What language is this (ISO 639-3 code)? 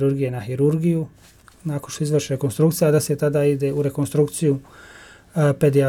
bos